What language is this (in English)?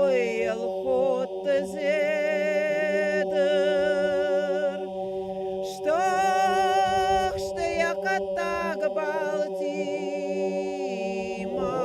Ossetic